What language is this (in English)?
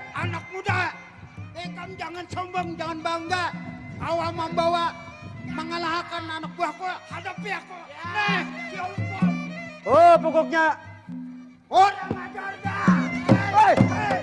Banjar